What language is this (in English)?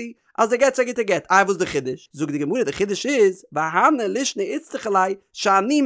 Yiddish